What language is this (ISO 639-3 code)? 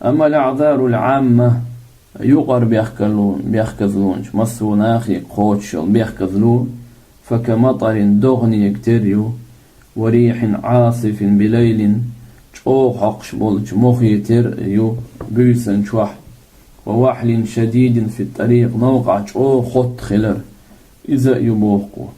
che